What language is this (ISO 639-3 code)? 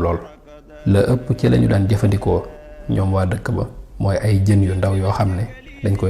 wol